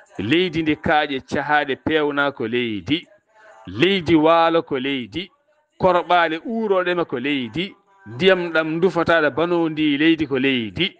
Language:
Fula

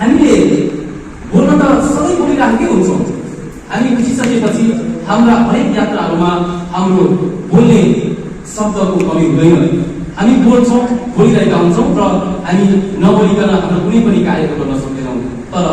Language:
Nepali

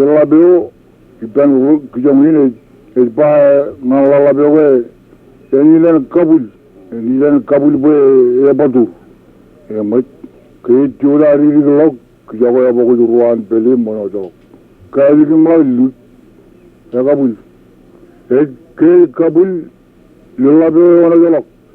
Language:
Marshallese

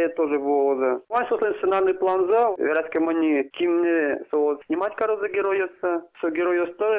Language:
Udmurt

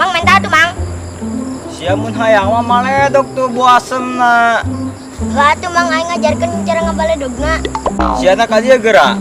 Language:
Sundanese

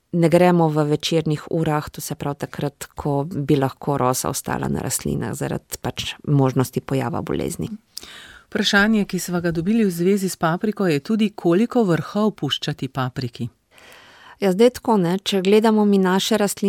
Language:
Slovenian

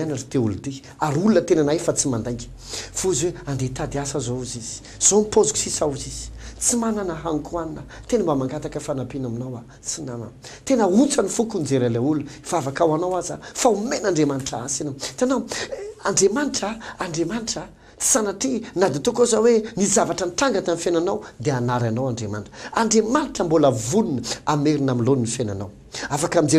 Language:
Malagasy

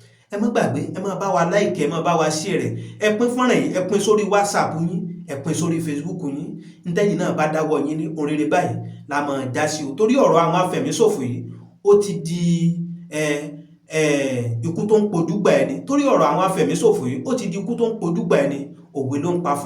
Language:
Yoruba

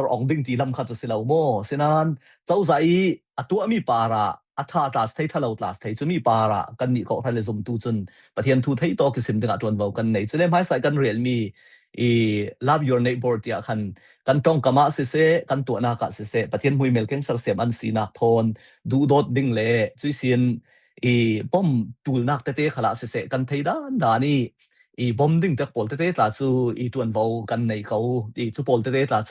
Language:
Falam Chin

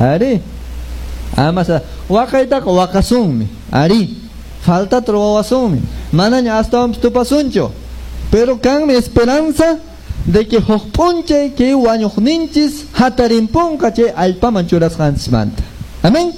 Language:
Quechua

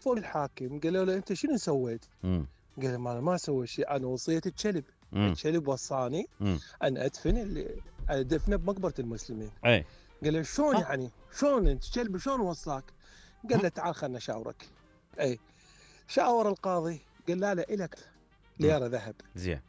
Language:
Mesopotamian Arabic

